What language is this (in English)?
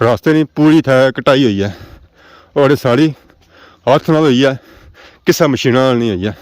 Pahari-Potwari